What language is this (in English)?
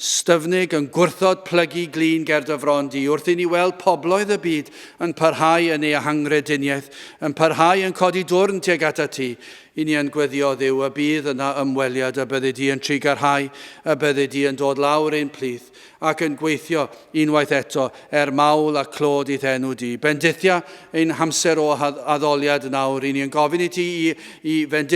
Welsh